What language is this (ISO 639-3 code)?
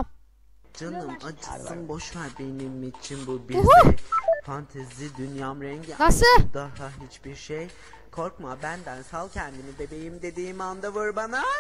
tur